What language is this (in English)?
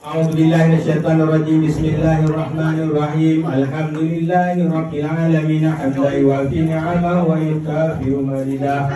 Achinese